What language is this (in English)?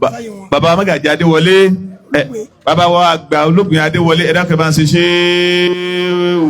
Yoruba